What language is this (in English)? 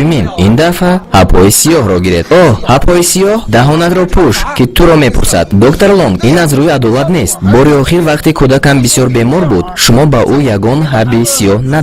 Tajik